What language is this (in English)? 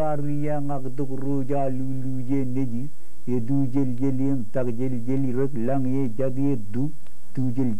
Marshallese